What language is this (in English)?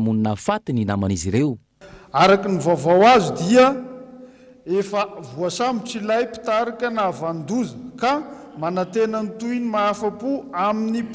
Malagasy